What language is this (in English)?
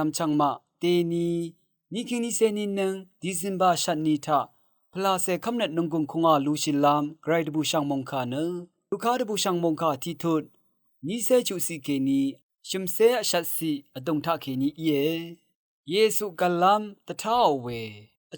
Rawang